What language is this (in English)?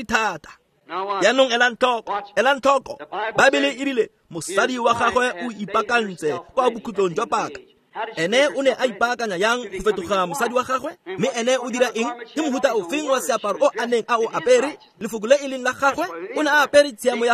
Tswana